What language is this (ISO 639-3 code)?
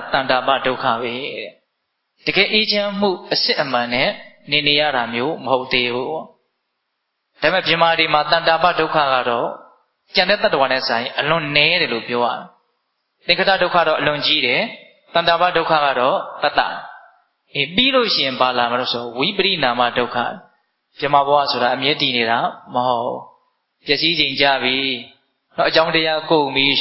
mya